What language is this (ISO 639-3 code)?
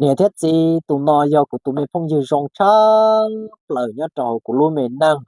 hmn